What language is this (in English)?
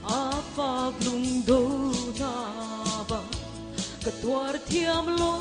Hakha Chin